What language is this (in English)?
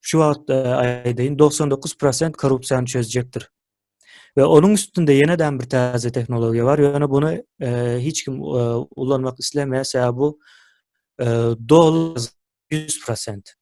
Turkmen